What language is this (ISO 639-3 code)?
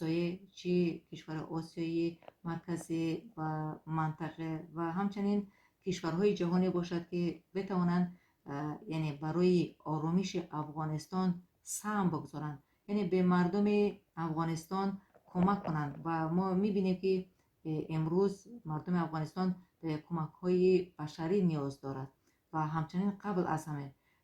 fas